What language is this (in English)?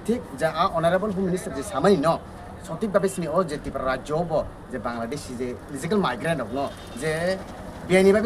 Riang (India)